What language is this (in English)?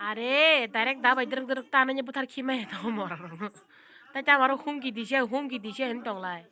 Kok Borok